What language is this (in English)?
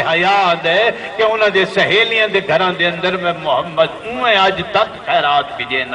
Saraiki